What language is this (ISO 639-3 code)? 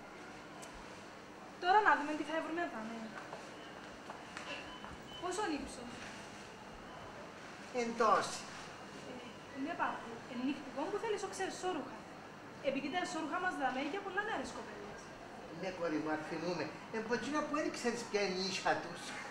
ell